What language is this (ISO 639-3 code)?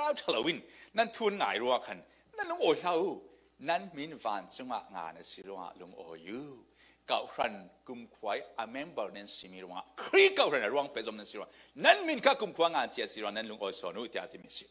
cfm